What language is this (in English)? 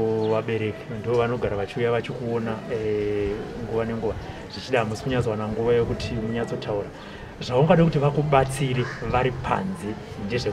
Shona